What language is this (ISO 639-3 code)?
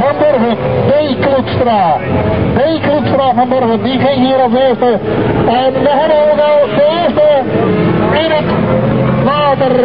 fry